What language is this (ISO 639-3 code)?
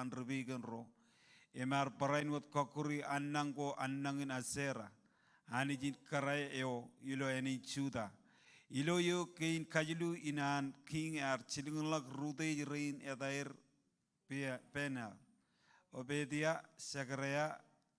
mah